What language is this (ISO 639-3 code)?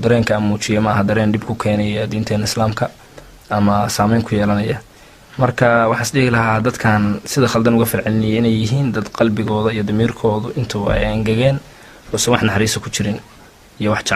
som